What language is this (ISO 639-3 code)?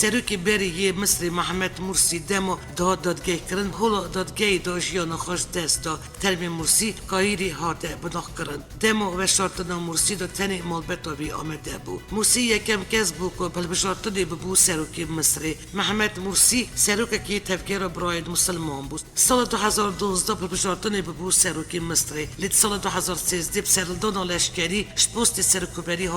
kur